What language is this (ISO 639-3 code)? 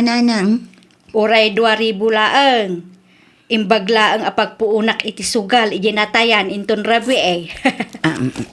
ilo